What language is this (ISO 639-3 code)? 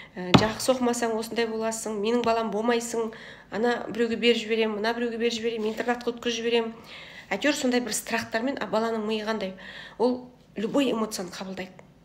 kaz